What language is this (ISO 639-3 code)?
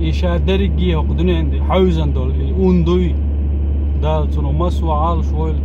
che